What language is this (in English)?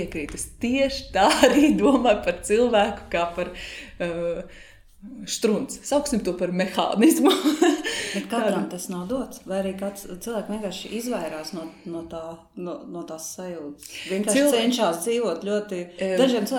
Latvian